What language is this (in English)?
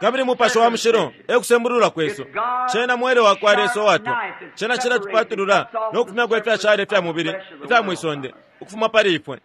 Bemba